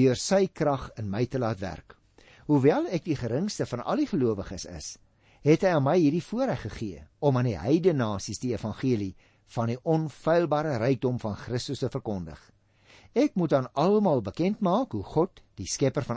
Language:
Afrikaans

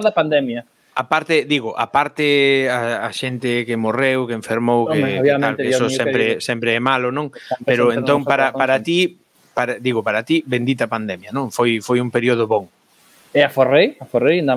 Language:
Galician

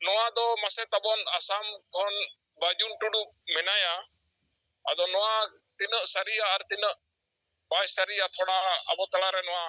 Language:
Santali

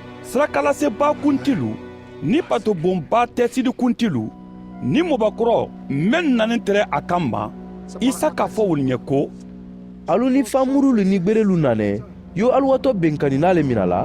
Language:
Mandingo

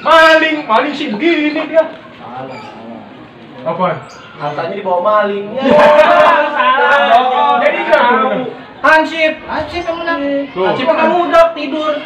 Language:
Betawi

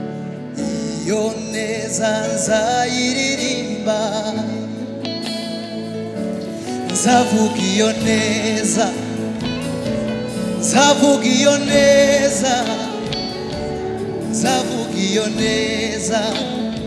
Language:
Kinyarwanda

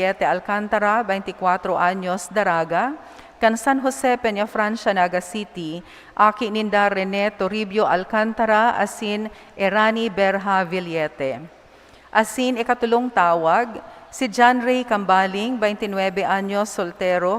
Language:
Bikol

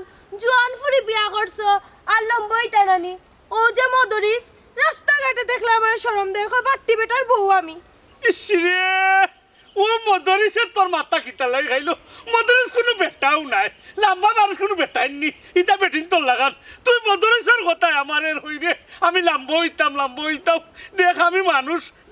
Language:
Sylheti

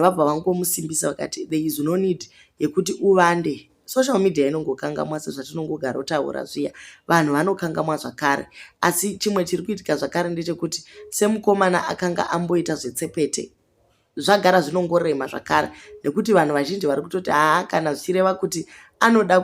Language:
Shona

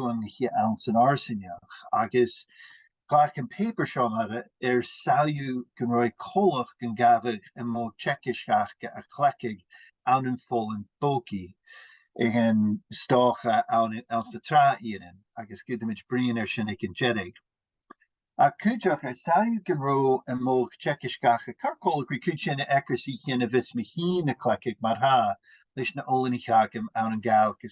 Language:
Scottish Gaelic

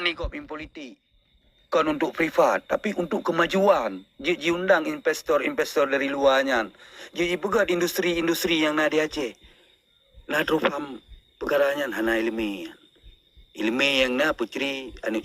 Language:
Achinese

